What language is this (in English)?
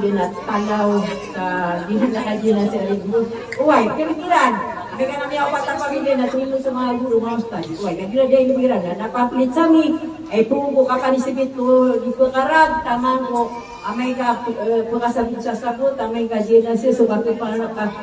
Maranao